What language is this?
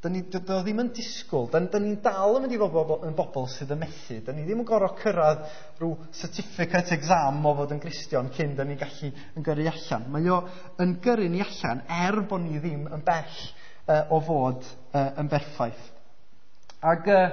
Welsh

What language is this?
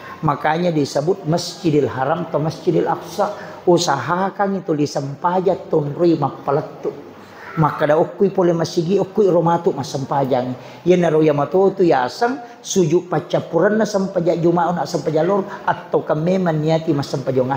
Buginese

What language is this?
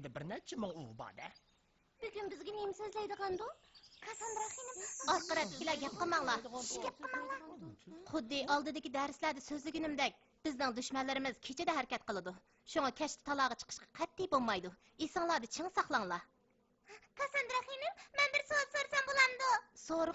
Uyghur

